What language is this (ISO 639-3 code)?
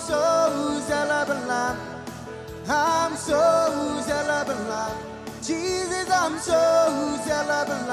mah